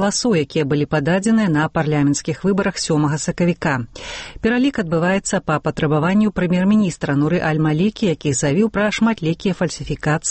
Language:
Belarusian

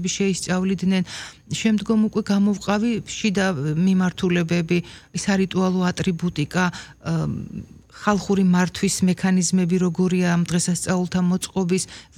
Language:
Georgian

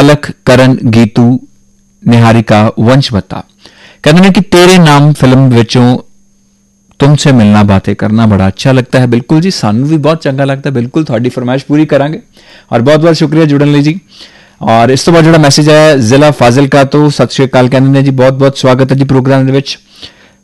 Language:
Punjabi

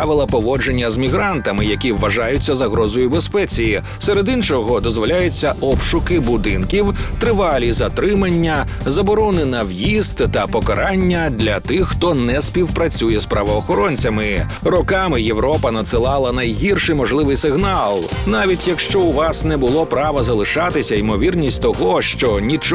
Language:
Ukrainian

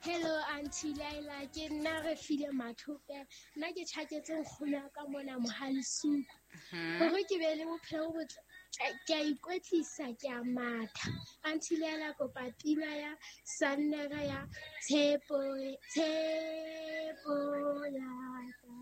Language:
Southern Sotho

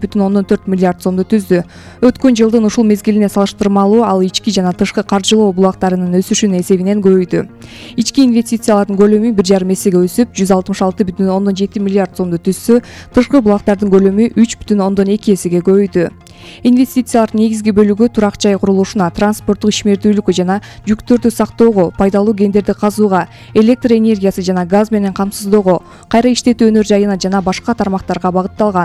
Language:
Kyrgyz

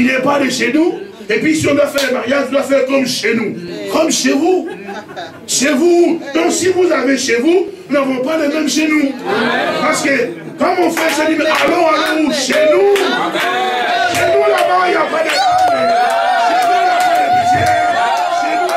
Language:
French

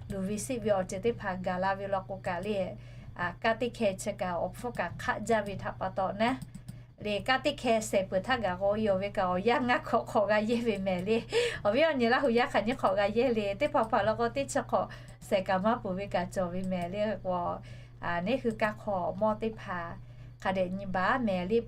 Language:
Lahu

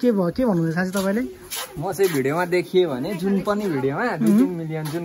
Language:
Nepali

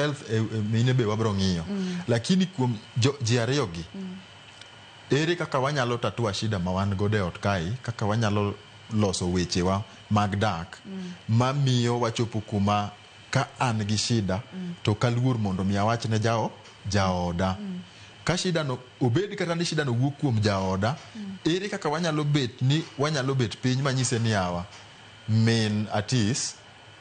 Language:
Luo (Kenya and Tanzania)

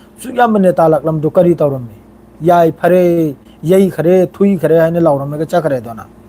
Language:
Manipuri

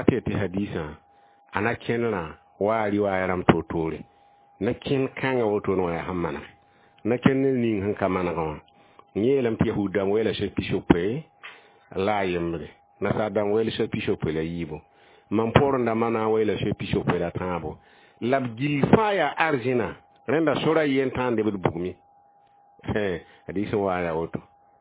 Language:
Mossi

